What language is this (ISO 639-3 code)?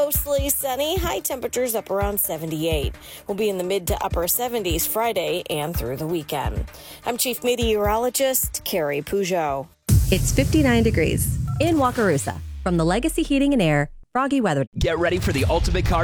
eng